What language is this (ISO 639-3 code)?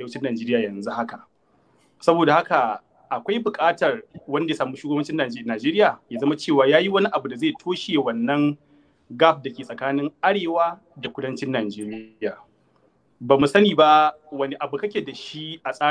hau